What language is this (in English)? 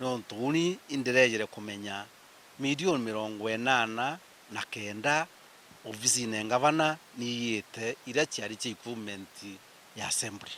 Meru